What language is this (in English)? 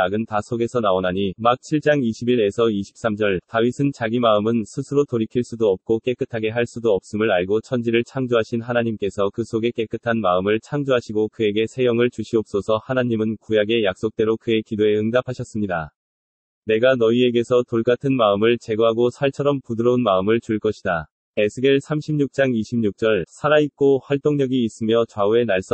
Korean